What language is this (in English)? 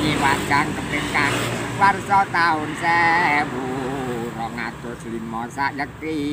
Javanese